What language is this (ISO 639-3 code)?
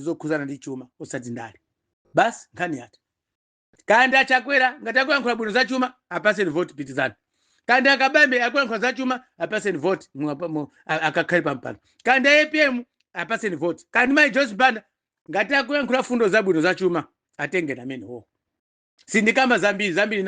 nya